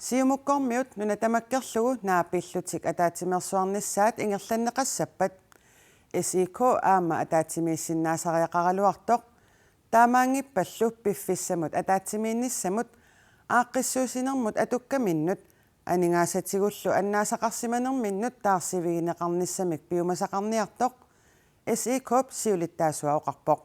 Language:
Kalaallisut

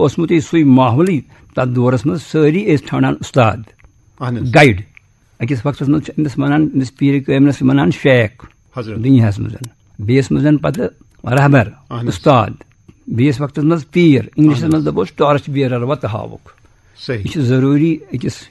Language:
Kashmiri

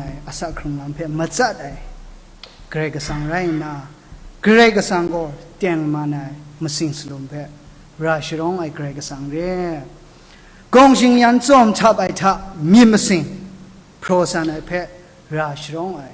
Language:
Kachin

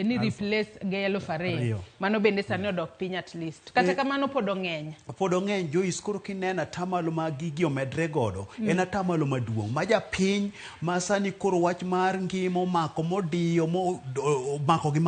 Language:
Luo (Kenya and Tanzania)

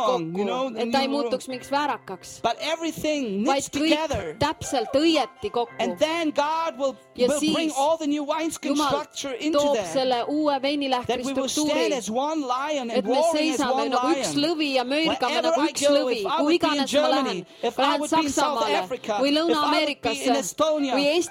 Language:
Estonian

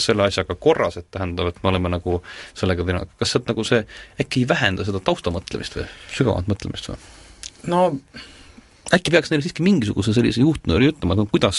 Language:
Estonian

